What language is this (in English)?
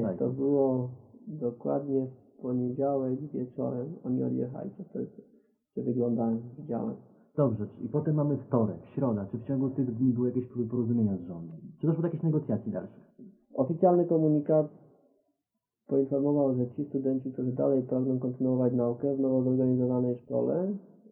Polish